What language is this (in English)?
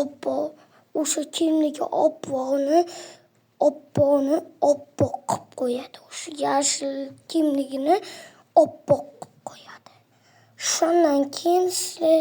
Uzbek